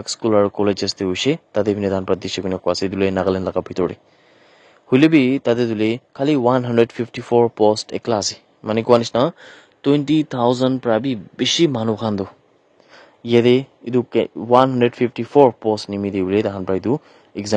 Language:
Naga Pidgin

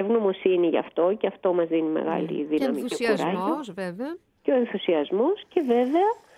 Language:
Greek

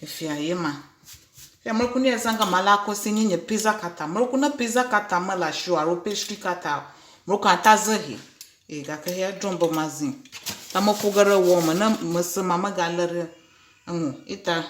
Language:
Ewe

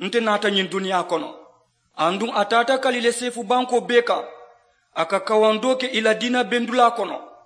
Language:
Mandingo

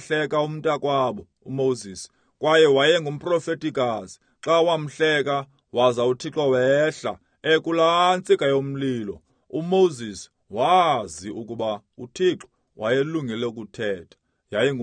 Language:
Xhosa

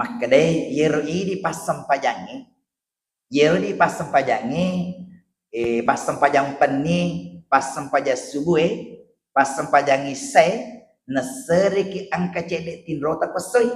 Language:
Buginese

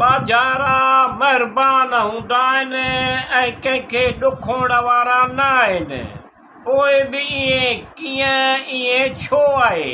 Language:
Sindhi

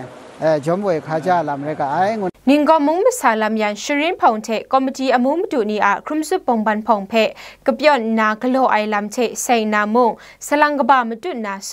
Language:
Kachin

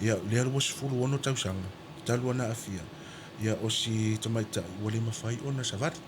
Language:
Samoan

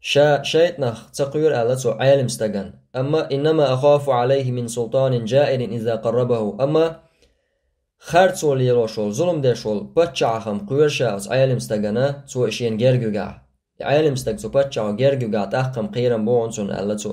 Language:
Chechen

